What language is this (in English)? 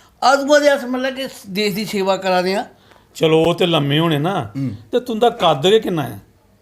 Dogri